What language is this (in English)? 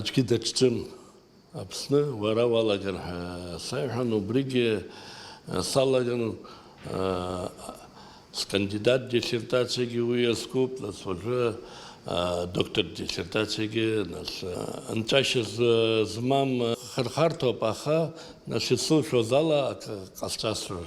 Abkhazian